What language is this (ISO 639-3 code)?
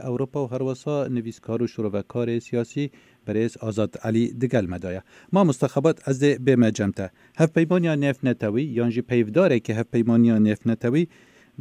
kur